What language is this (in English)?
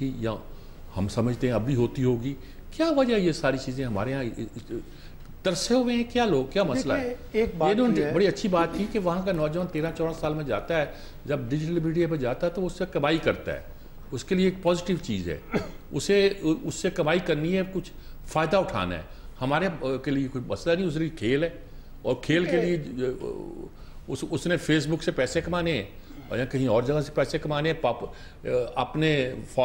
Urdu